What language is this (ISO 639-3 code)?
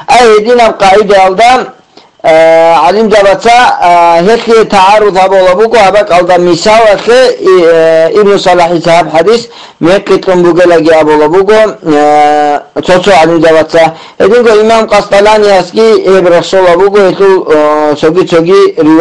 ava